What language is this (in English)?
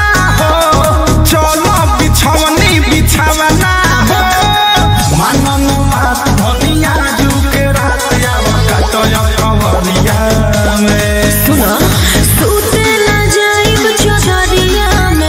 Bhojpuri